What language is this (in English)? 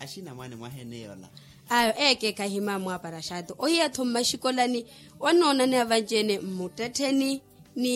Makhuwa